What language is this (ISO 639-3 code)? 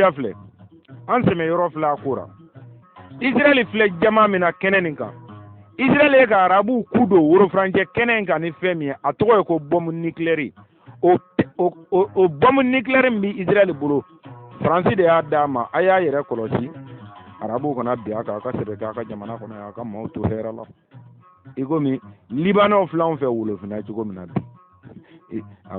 bam